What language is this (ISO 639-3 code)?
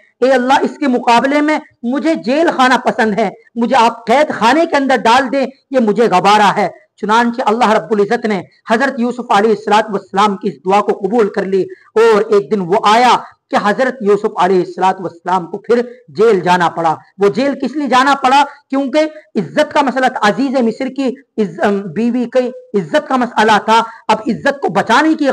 urd